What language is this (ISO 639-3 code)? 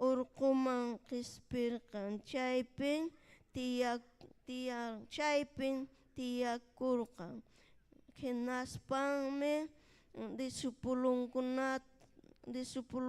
quy